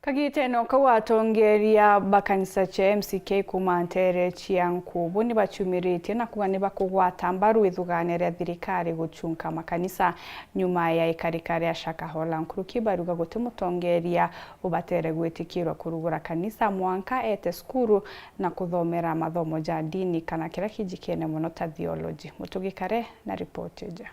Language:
Meru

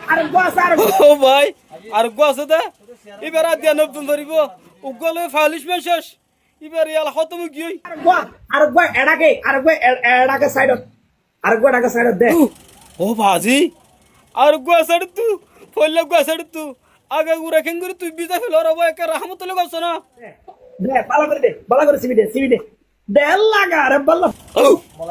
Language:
Rohingya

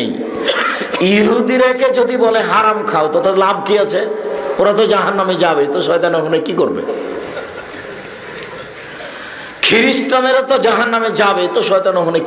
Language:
Bangla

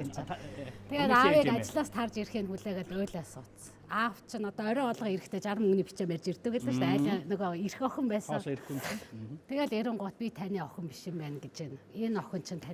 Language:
Mongolian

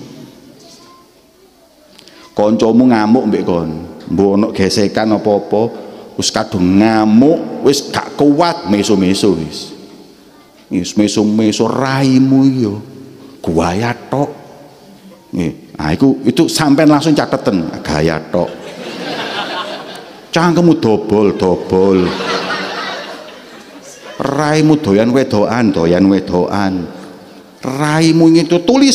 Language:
Javanese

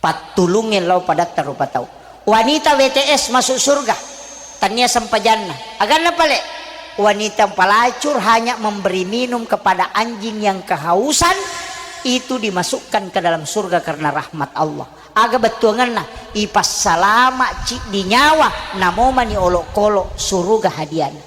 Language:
Buginese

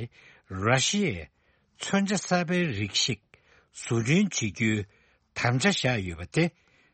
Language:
Tibetan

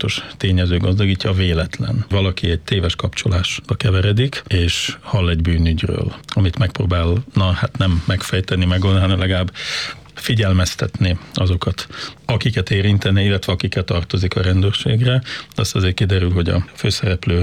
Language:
Hungarian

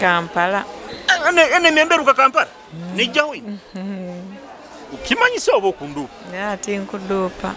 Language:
Nyoro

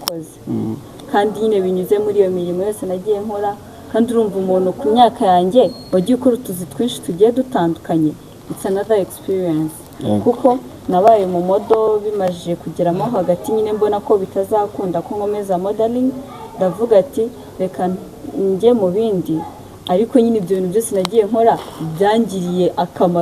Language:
Kinyarwanda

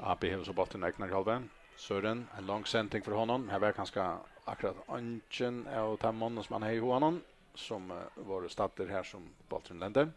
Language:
Faroese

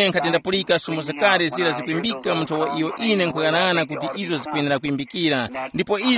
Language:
Tumbuka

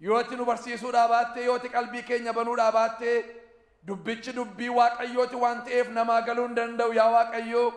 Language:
Oromo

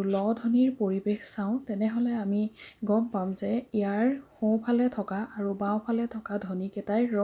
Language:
Assamese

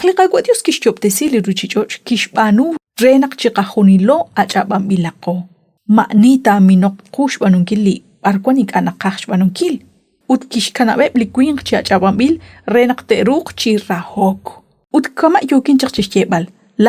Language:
Kekchí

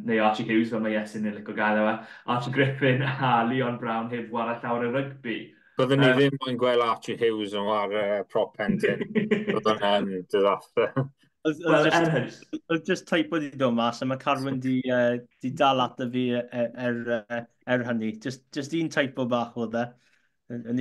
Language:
Welsh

